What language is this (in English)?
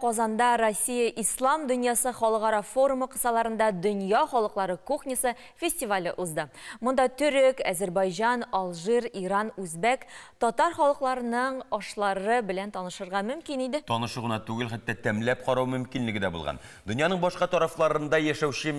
Tatar